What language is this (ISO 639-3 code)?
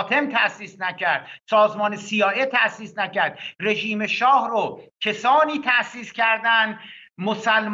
fas